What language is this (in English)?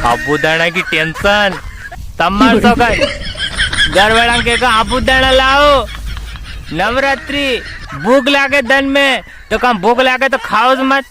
Rajasthani